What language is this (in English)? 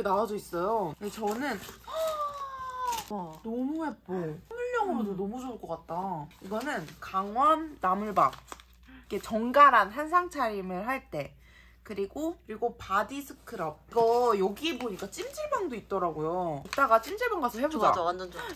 Korean